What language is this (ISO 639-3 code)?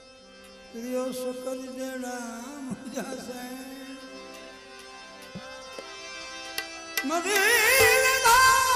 hin